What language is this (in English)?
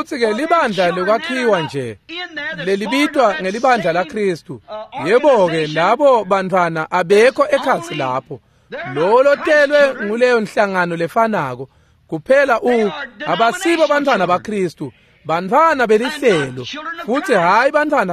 Swati